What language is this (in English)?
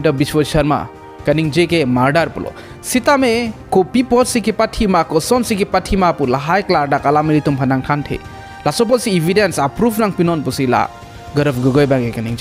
Karbi